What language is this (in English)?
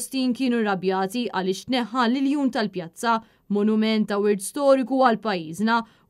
Maltese